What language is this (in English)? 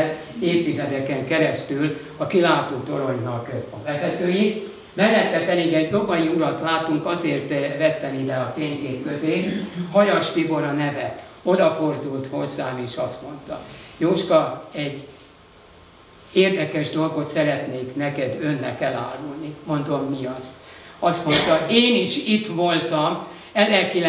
Hungarian